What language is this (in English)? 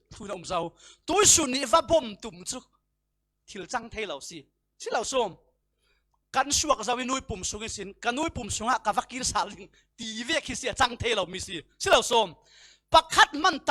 Falam Chin